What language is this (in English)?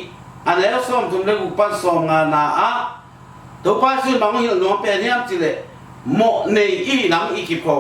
Tedim Chin